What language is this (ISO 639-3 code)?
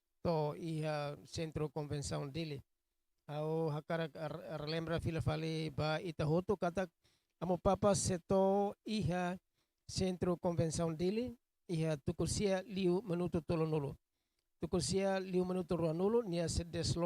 tet